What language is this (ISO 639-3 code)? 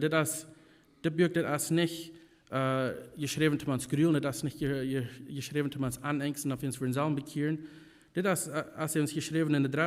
pdt